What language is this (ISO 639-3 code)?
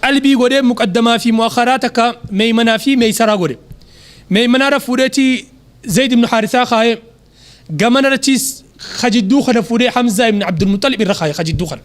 orm